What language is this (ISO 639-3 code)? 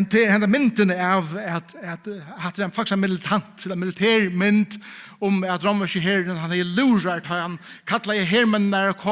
fao